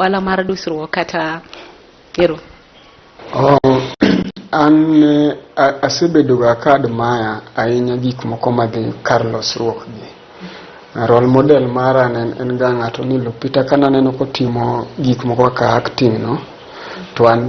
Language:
Luo (Kenya and Tanzania)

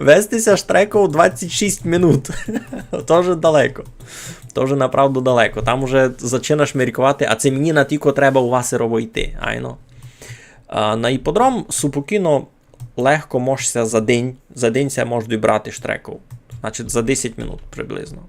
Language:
Rusyn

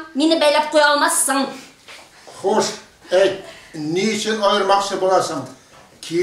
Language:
Tatar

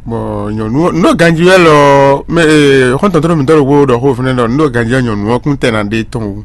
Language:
Fon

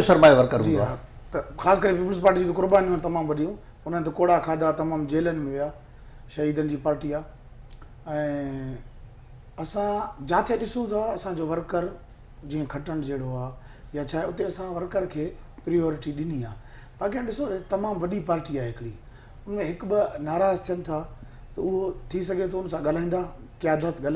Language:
Sindhi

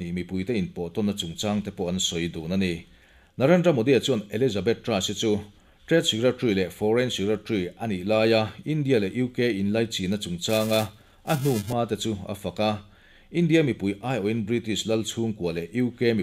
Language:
Mizo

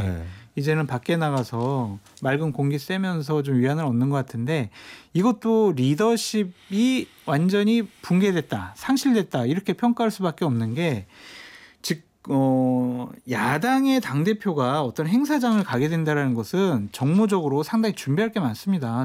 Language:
Korean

